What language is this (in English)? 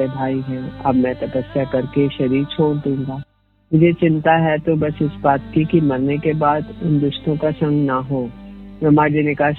Hindi